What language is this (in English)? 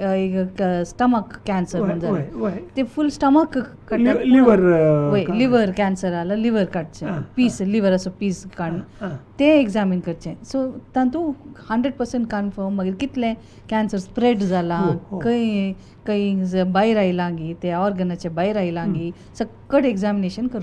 Konkani